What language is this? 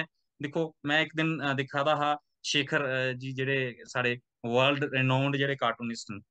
Dogri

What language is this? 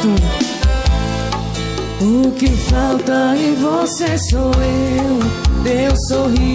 Portuguese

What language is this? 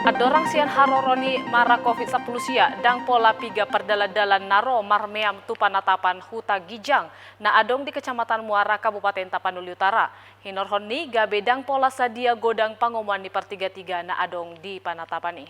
Batak Toba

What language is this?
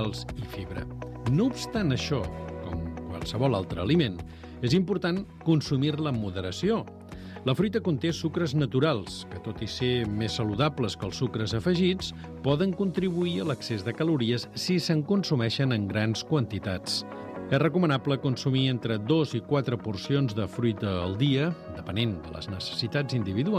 Catalan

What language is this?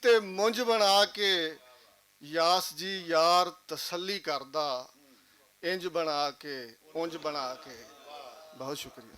Western Panjabi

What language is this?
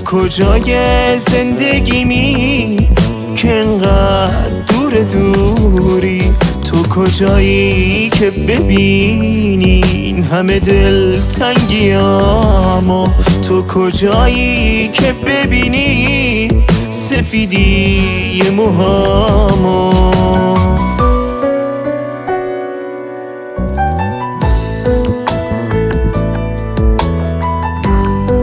Persian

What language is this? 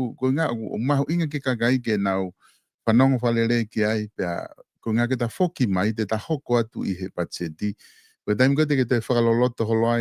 Tongan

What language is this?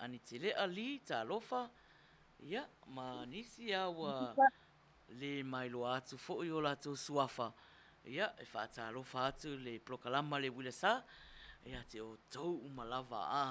Samoan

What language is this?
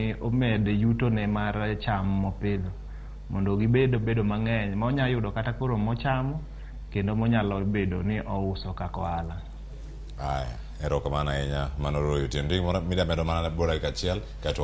Luo (Kenya and Tanzania)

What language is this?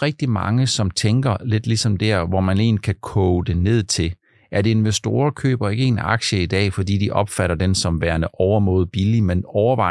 Danish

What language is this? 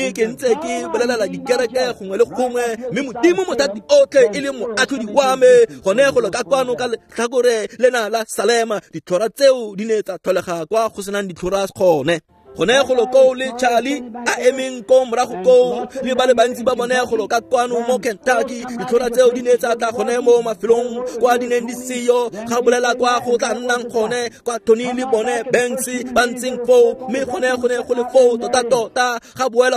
Tswana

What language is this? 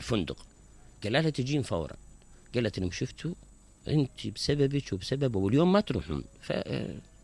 Mesopotamian Arabic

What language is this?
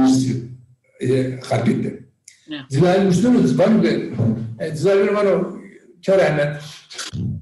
Zaza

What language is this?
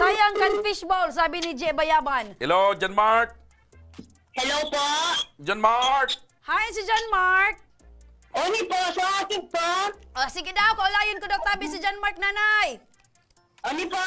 Bikol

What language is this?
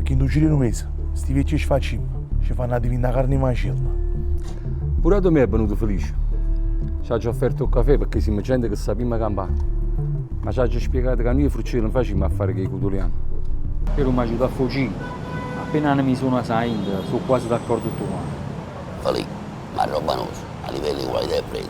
Neapolitan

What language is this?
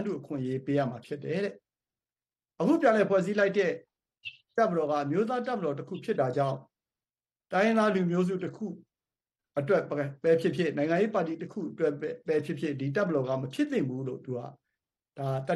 Burmese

